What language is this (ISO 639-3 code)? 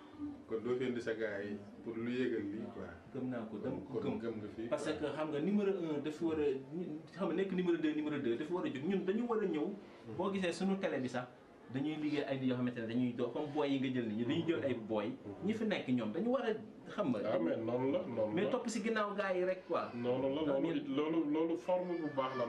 wol